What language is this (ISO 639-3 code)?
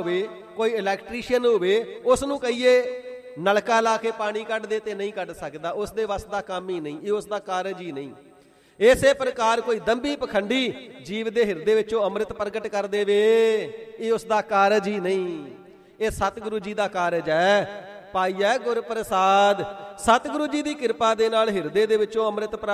pan